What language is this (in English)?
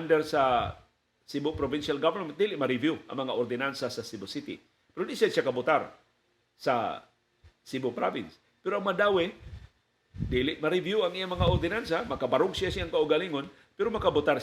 Cebuano